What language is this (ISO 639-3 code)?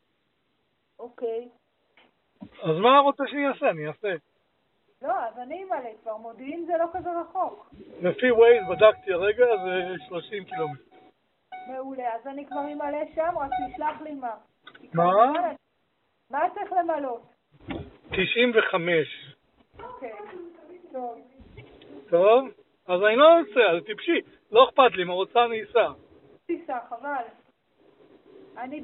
heb